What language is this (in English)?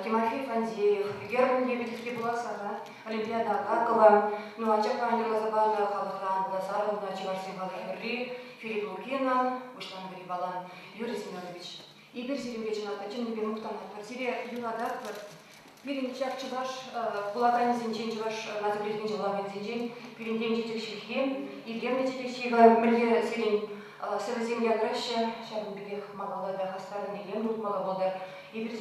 Chuvash